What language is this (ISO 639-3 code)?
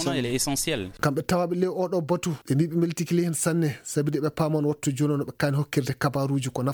ful